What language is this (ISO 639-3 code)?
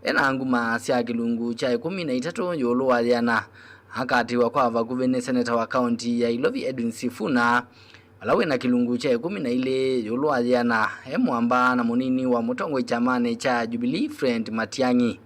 kam